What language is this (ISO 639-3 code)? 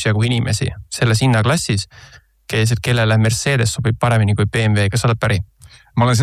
est